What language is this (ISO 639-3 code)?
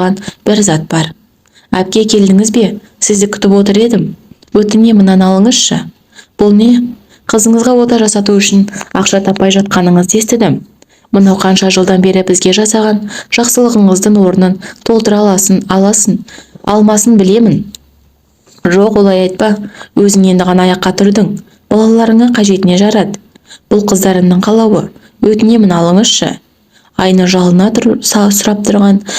kaz